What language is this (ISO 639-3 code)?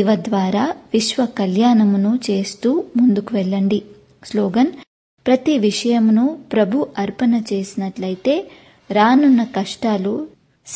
tel